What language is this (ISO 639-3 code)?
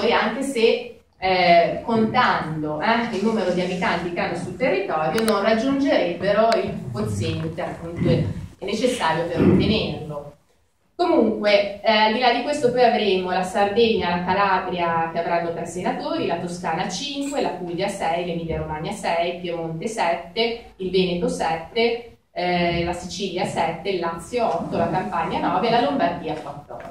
ita